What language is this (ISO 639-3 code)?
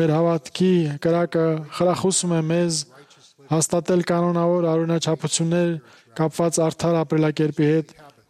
hye